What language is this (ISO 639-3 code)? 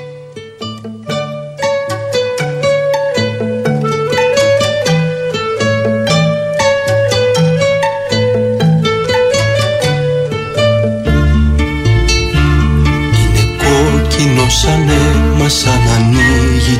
ell